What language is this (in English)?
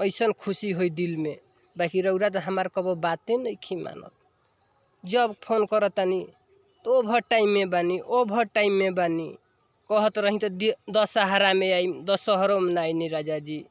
Bhojpuri